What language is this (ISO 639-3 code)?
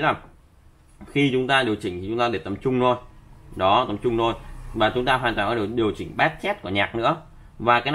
vie